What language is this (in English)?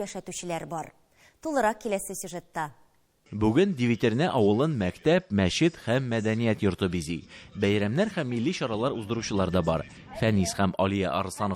Tatar